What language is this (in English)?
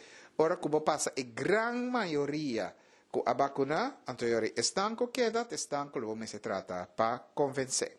Papiamento